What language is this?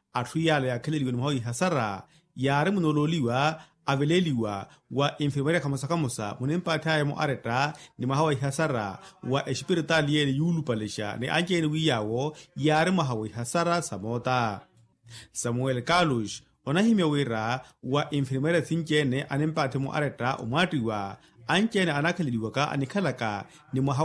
Makhuwa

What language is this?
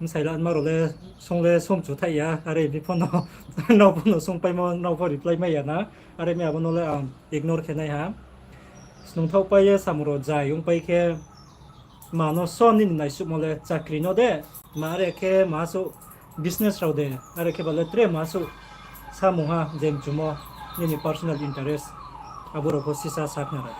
Riang (India)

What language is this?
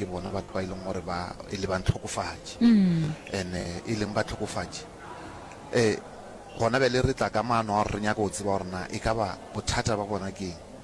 Northern Sotho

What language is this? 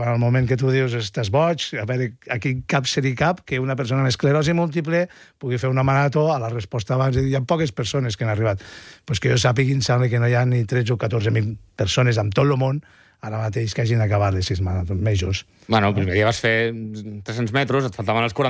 Catalan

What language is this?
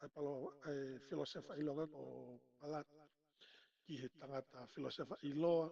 Tongan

